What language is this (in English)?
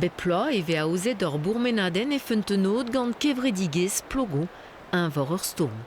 Breton